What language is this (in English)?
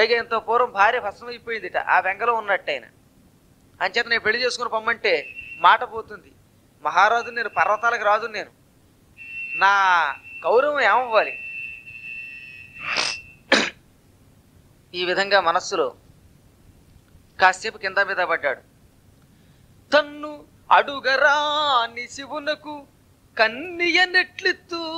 Telugu